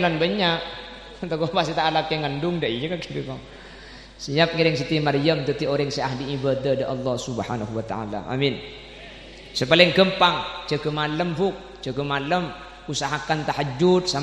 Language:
Madurese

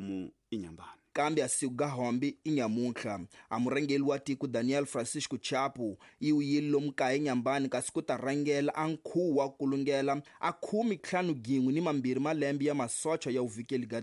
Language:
Tsonga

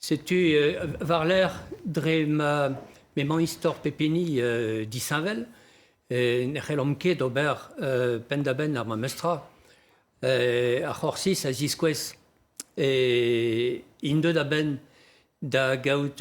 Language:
Breton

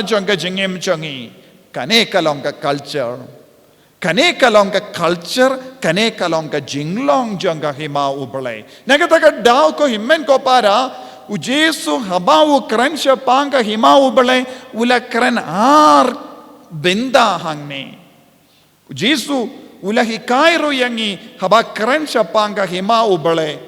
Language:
Khasi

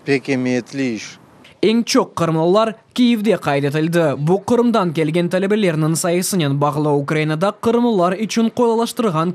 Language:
Crimean Tatar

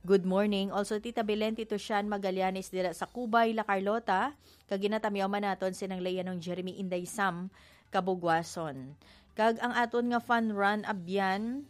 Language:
Hiligaynon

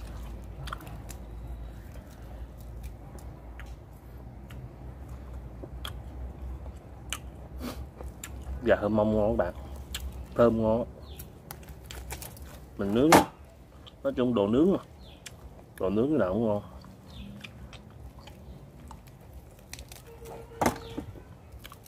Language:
Vietnamese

